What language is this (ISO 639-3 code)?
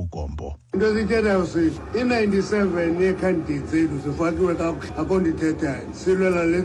xho